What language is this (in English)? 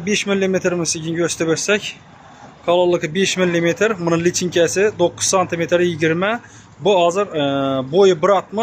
Uzbek